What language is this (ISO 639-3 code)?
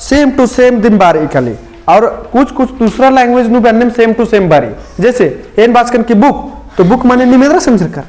kru